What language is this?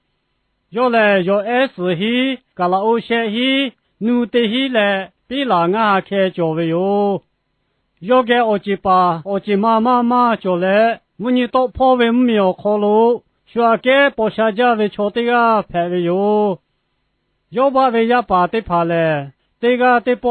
Lahu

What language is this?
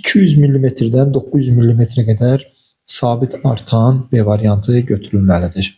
Azerbaijani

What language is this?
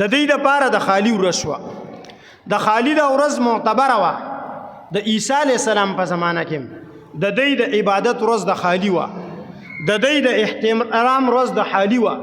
Pashto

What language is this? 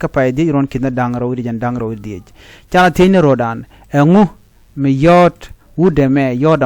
Nuer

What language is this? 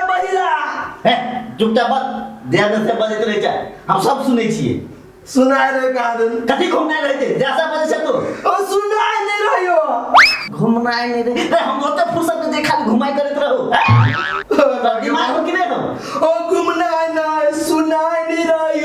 Maithili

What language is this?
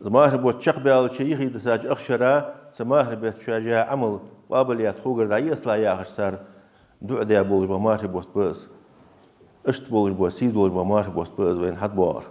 Ingush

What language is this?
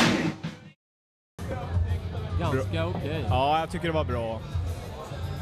Swedish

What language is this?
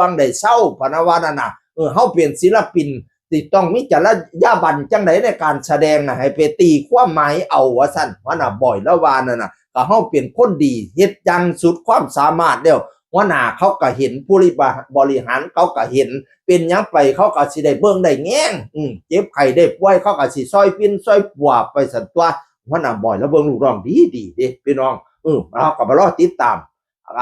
Northeastern Thai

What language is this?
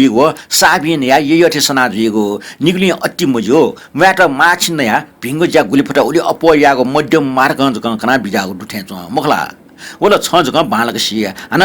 Newari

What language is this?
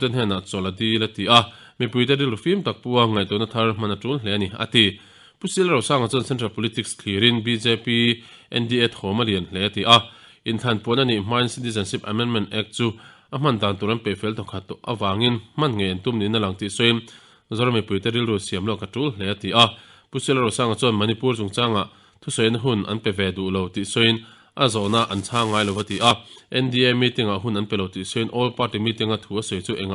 Mizo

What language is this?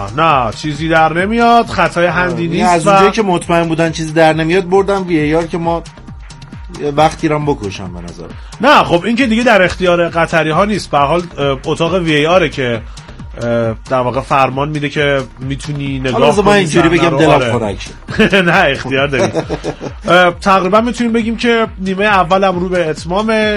Persian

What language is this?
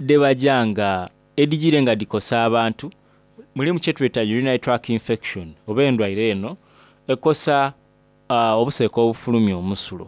Soga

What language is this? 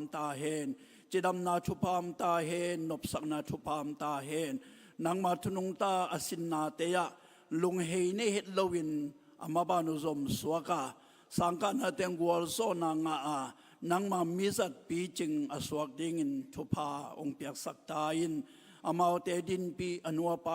Tedim Chin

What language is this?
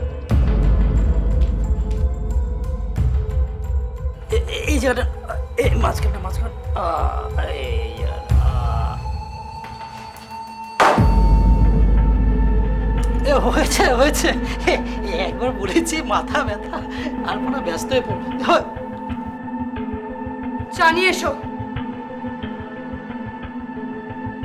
Bangla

